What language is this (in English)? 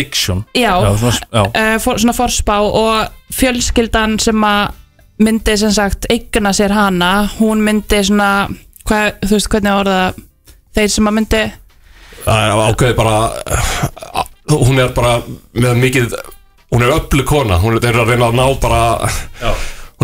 Icelandic